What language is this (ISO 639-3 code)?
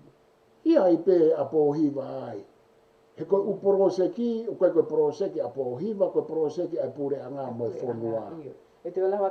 ton